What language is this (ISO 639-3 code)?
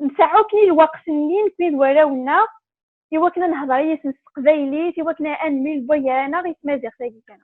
kab